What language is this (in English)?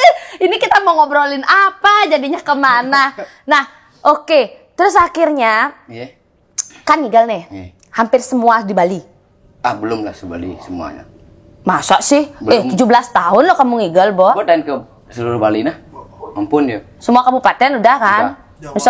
Balinese